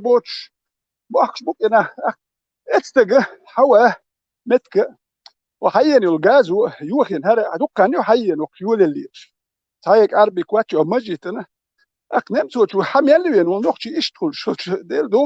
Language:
Chechen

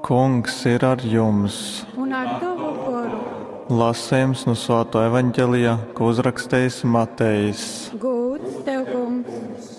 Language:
Latgalian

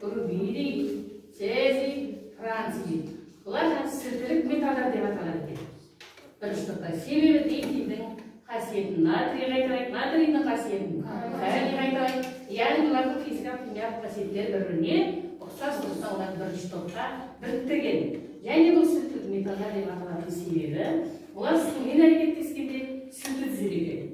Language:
Kazakh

